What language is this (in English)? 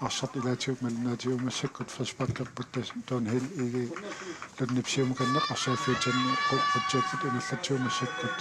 Kalaallisut